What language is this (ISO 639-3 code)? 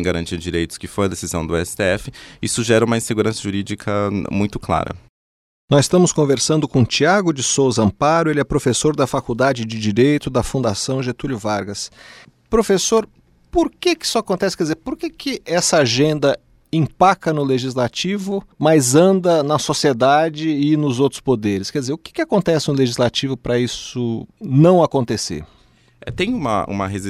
por